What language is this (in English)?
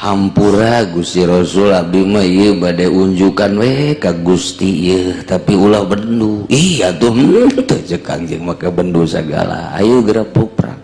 Sundanese